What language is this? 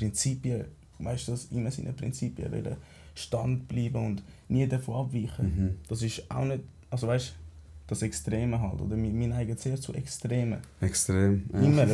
Swiss German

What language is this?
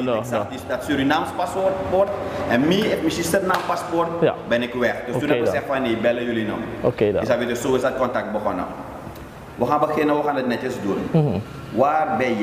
Dutch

